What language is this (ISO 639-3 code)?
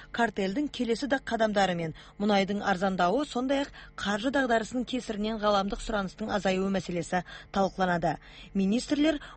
kaz